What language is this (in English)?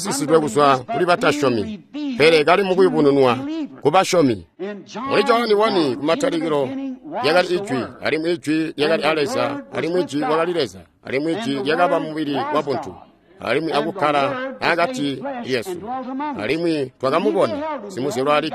Tonga (Zambia)